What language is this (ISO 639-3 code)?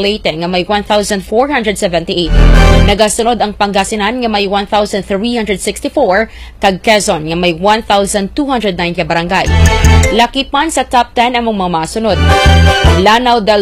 hil